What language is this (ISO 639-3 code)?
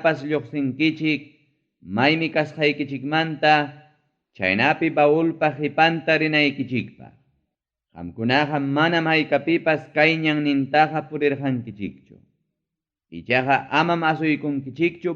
quy